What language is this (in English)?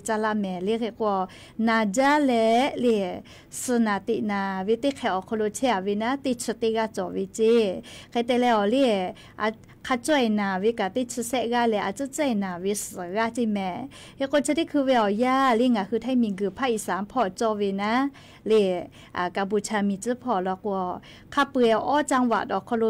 Lahu